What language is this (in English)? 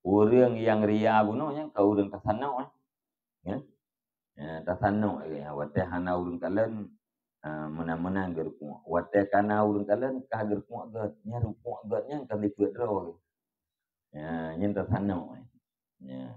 Achinese